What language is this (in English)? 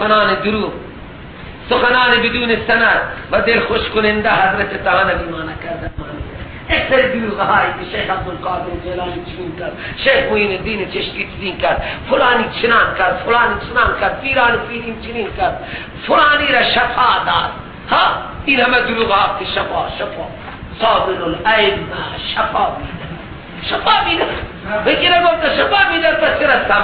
Persian